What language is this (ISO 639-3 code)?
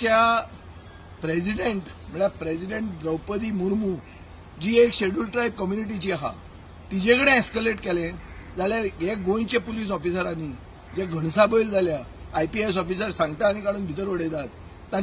kok